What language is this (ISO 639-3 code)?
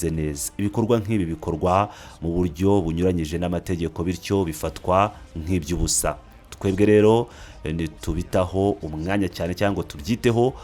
kin